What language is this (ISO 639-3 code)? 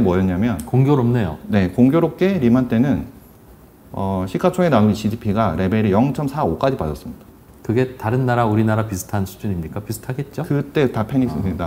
kor